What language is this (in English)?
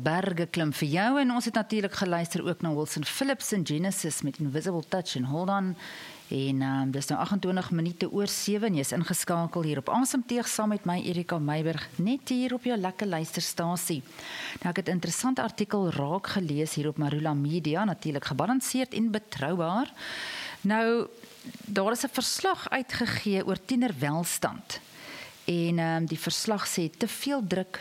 Afrikaans